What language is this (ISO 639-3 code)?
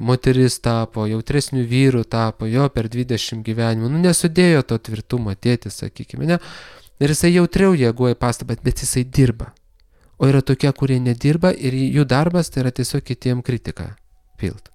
lit